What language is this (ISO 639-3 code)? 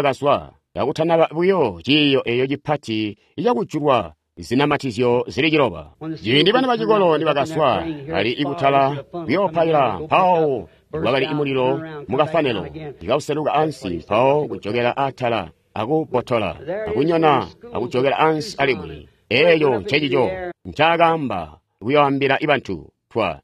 toi